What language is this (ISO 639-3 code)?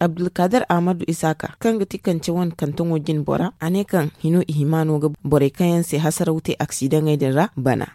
dje